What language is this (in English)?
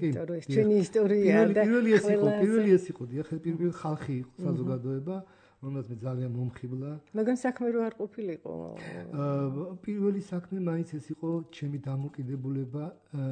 Georgian